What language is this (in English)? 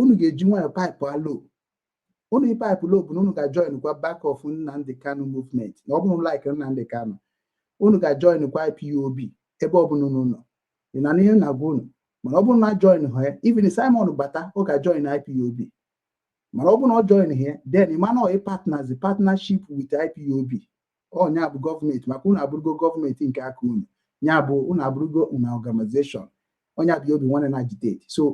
Igbo